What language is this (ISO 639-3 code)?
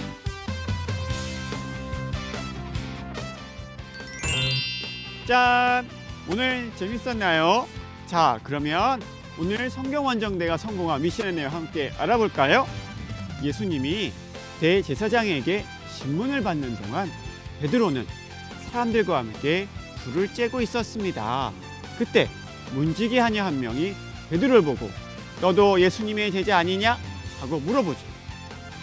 kor